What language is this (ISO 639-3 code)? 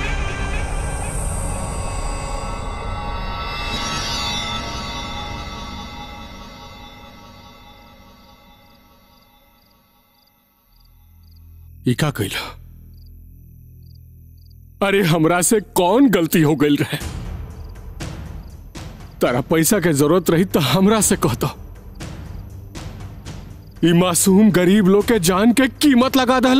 bho